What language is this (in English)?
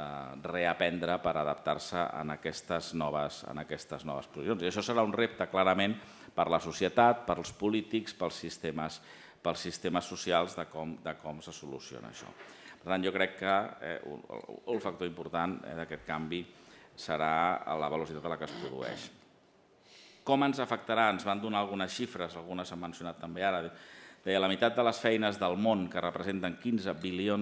Catalan